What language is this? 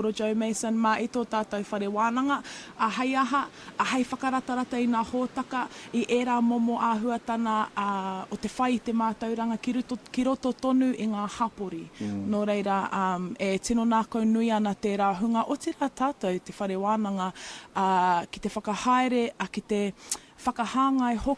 Māori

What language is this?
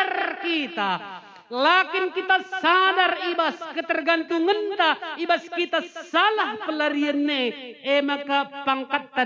Batak Karo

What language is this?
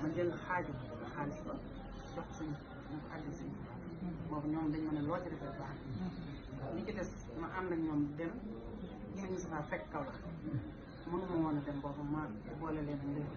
Wolof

